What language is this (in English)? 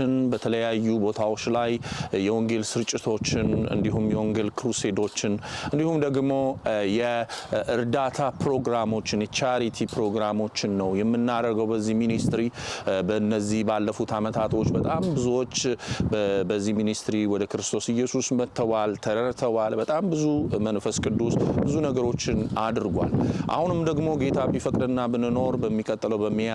Amharic